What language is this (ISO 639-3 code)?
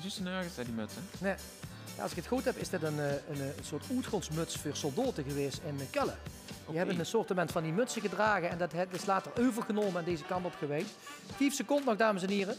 lim